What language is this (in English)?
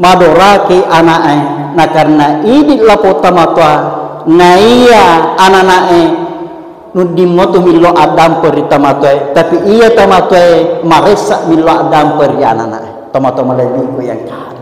Buginese